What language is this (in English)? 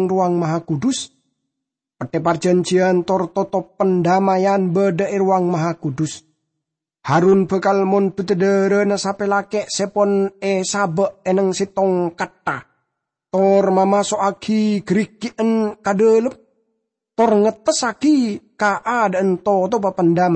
Madurese